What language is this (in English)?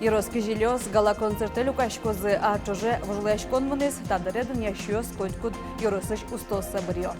Udmurt